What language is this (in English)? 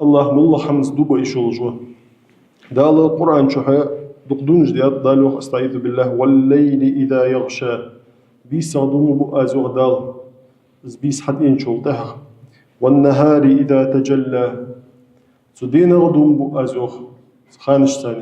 Ingush